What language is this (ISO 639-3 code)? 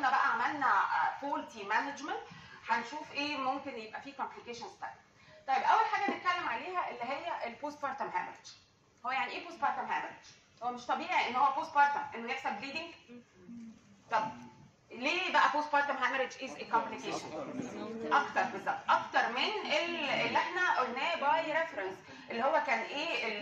arz